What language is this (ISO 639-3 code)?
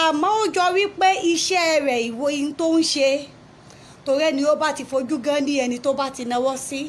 yor